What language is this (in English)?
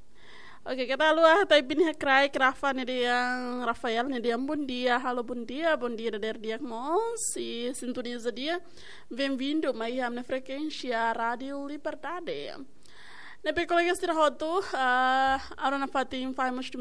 Tetum